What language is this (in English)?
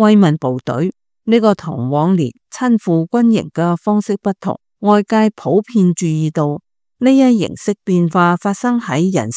Cantonese